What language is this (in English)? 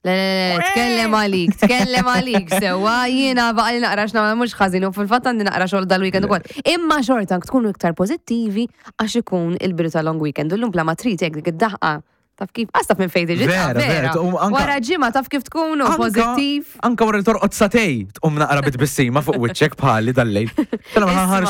Maltese